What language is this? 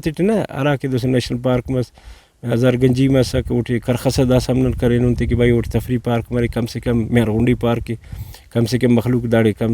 Brahui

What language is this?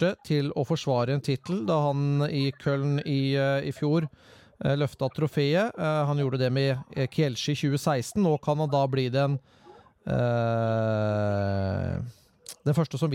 Norwegian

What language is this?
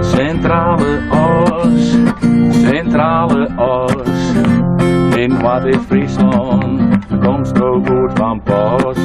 Western Frisian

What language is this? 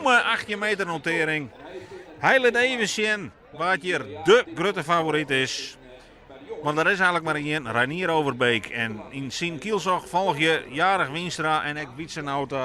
Western Frisian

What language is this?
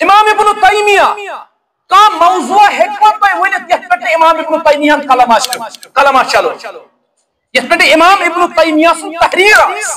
Kashmiri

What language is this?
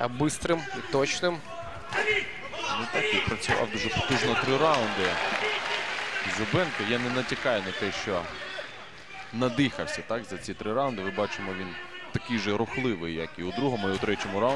Ukrainian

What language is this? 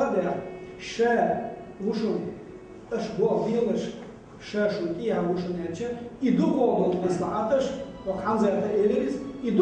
Chechen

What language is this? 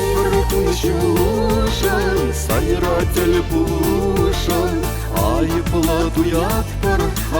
Chuvash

